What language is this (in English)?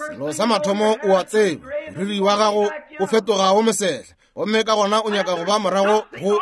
Northern Sotho